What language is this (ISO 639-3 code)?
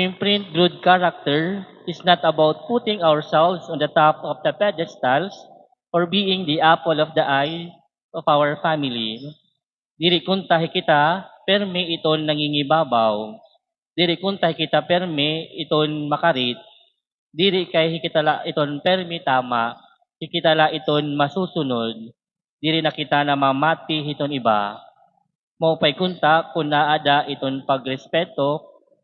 war